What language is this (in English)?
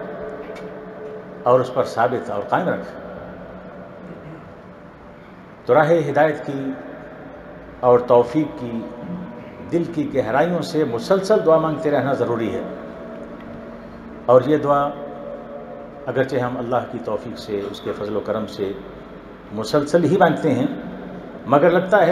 Urdu